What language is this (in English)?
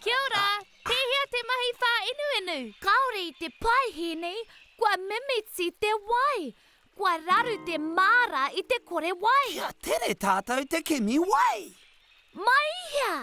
Māori